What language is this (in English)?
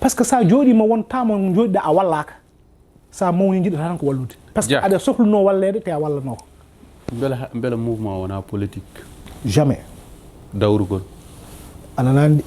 Fula